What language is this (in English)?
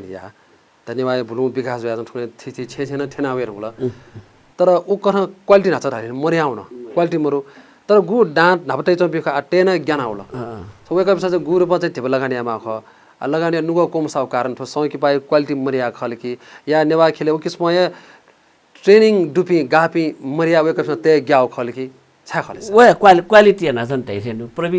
Newari